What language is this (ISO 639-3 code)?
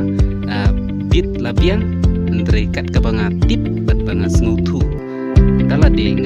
kha